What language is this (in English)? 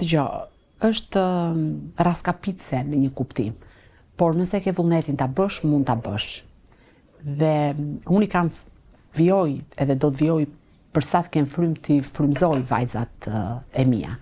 Albanian